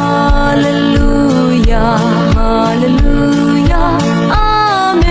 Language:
Naga Pidgin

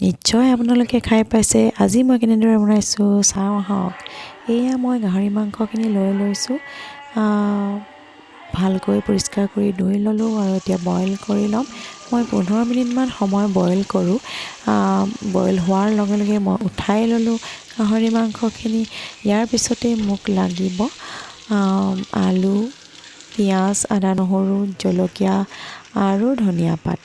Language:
Assamese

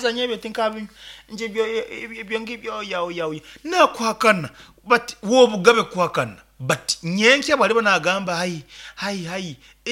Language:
Nyankole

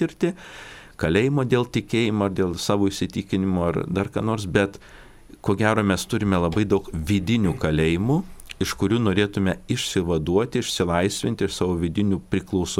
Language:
Lithuanian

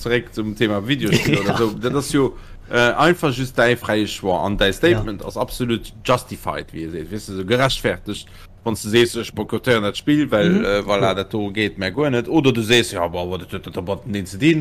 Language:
Luxembourgish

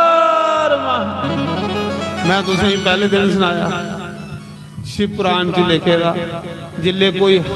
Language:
Dogri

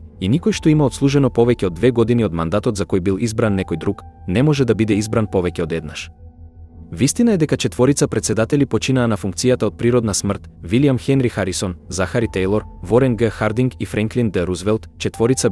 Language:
Macedonian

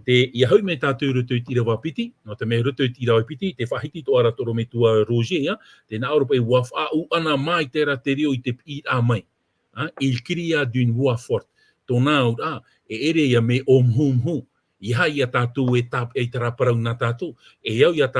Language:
Tahitian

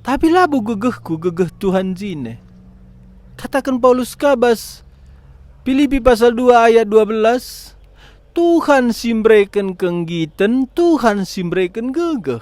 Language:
Batak Karo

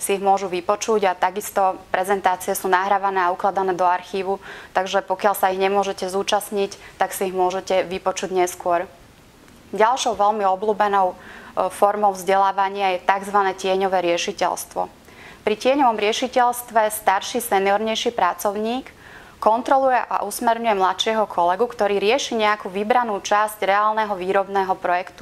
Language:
Slovak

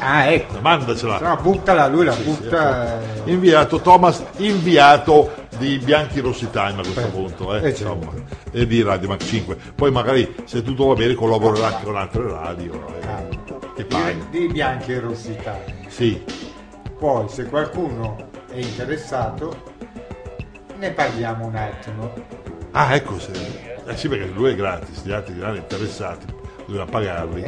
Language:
Italian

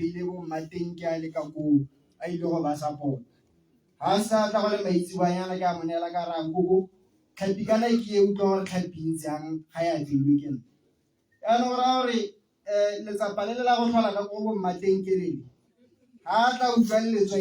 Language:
Tswana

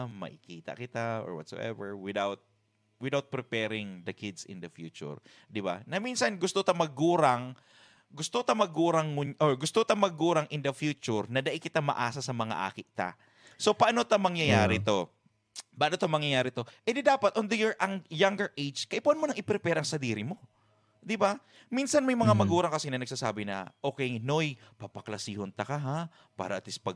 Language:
Bikol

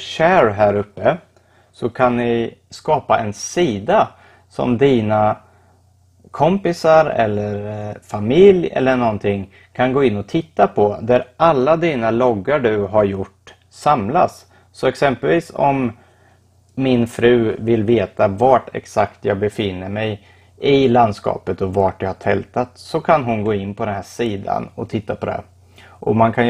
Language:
Swedish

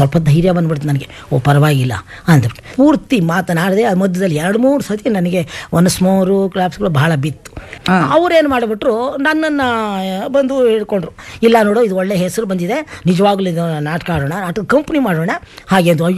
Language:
Kannada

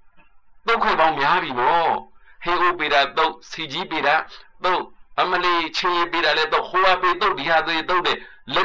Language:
Burmese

